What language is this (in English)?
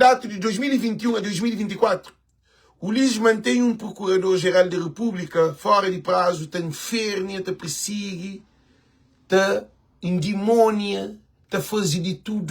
Kabuverdianu